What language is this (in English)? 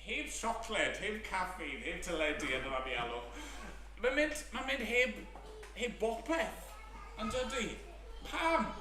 Welsh